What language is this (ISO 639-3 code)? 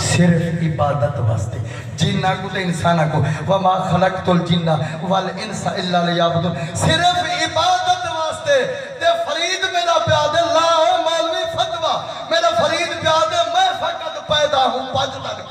skr